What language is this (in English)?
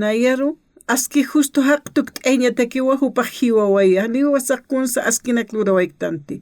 Aymara